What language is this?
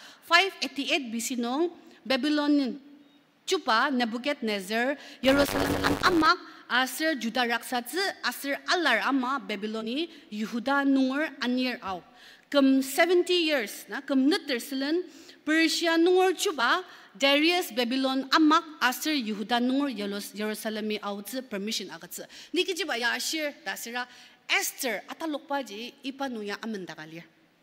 Ao Naga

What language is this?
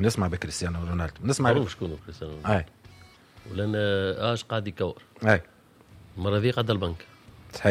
Tunisian Arabic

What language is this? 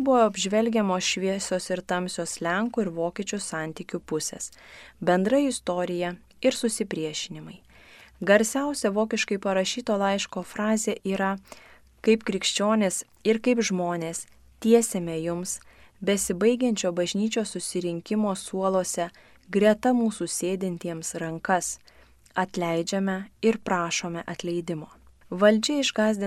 Lithuanian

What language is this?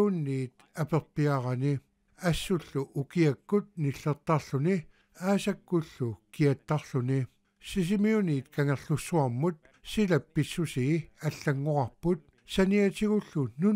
Kalaallisut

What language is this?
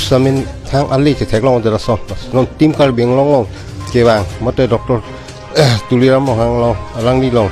Karbi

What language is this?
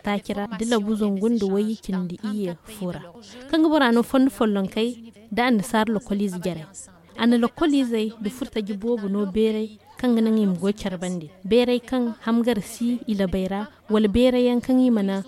Zarma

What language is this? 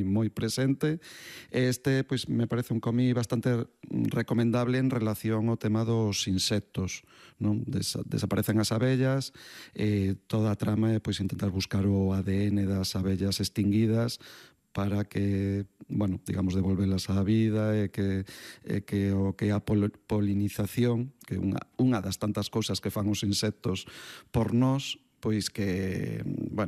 Galician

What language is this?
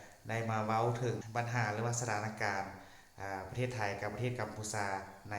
Lao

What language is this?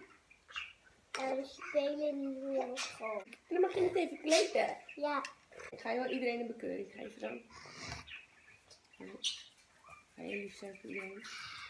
Dutch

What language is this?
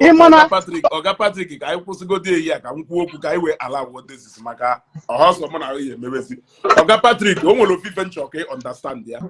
Igbo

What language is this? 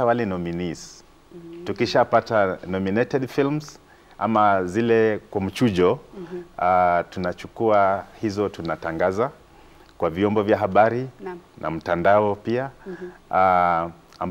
Swahili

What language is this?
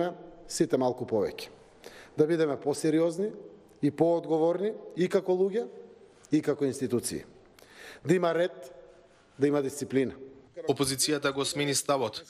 Macedonian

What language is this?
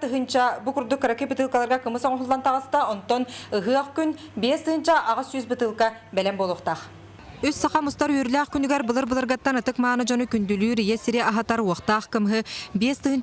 Yakut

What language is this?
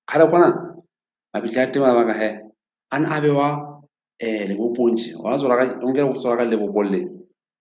Southern Sotho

